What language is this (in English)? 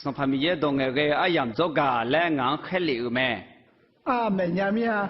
Akha